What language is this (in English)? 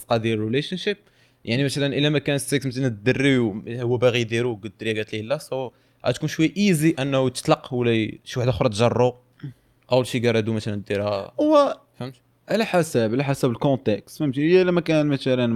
Moroccan Arabic